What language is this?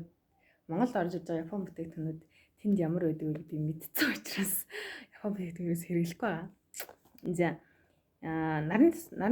Mongolian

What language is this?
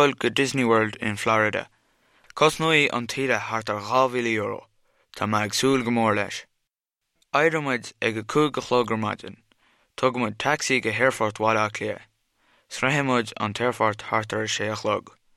Irish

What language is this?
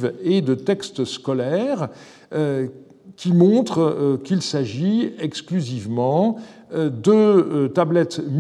French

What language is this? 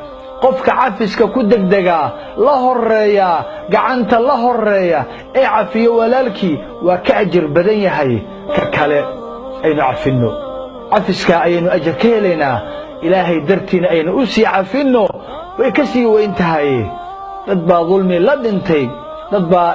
Somali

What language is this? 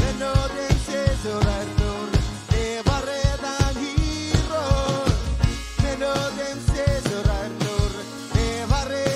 Marshallese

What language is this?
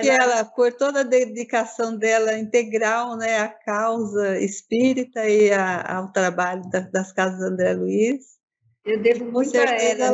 Portuguese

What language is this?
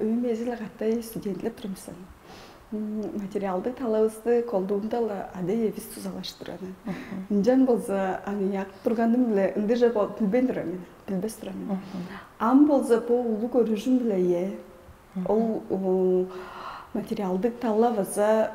Tuvinian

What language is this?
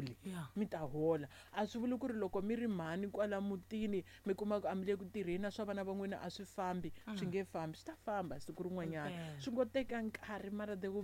Tsonga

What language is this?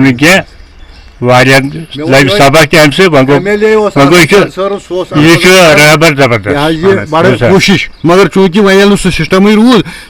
Kashmiri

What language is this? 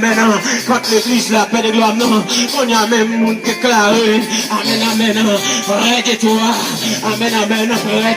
Haitian Creole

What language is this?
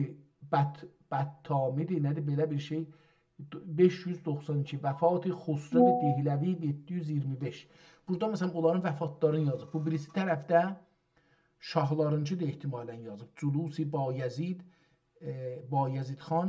South Azerbaijani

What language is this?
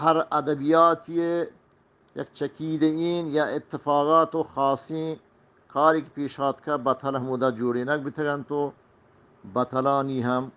Eastern Balochi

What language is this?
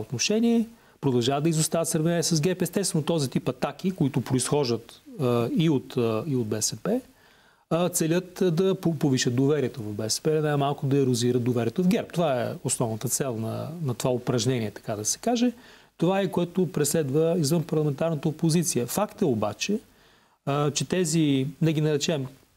Bulgarian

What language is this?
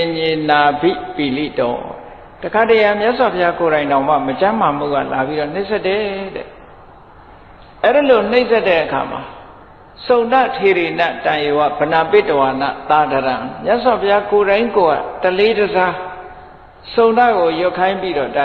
Burmese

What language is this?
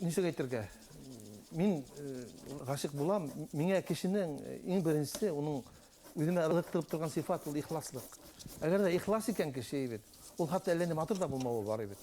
Bashkir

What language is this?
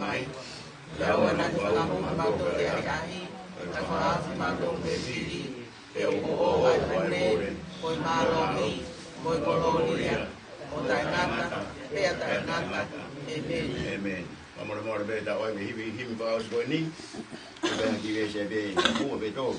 Tongan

